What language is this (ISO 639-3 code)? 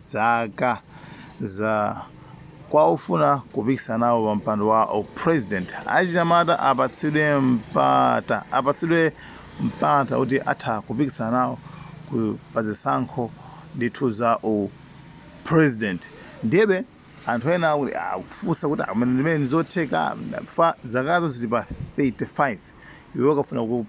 nya